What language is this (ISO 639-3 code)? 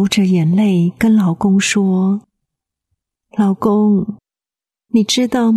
zho